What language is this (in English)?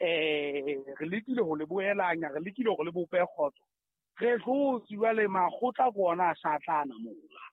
Southern Sotho